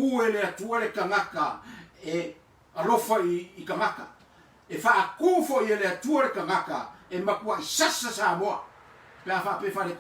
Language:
Samoan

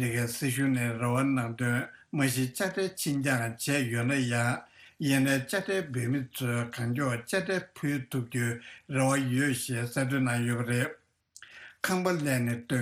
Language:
Tibetan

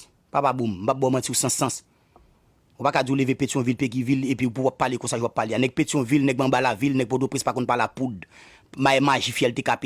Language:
Haitian Creole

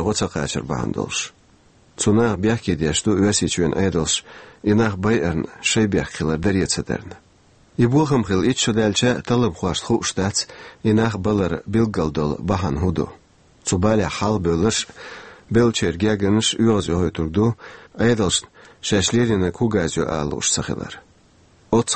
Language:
Chechen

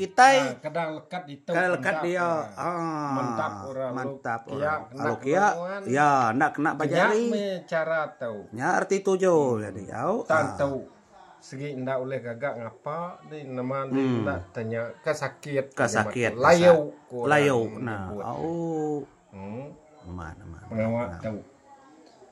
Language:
Iban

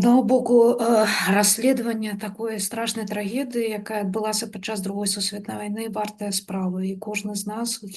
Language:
Belarusian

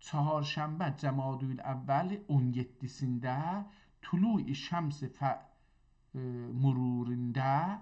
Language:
South Azerbaijani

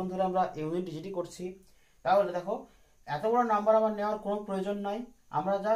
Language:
Bangla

